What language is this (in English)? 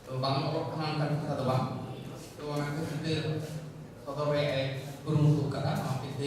Santali